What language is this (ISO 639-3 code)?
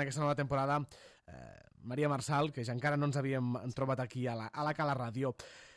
cat